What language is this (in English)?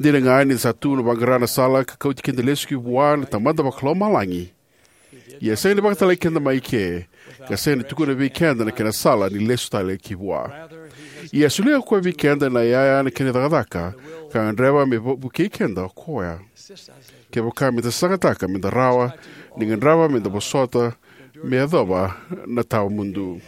Fijian